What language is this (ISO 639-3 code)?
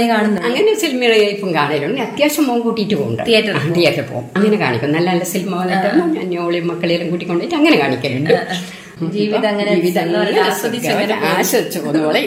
mal